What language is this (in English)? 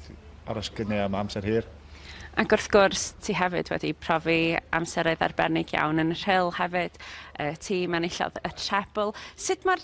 Welsh